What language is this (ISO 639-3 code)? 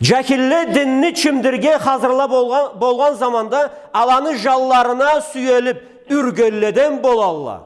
krc